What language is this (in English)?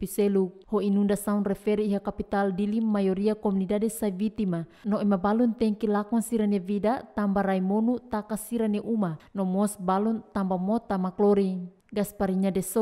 Tetum